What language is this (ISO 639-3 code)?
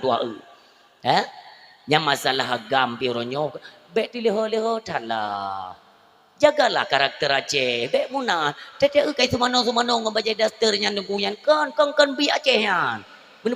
ace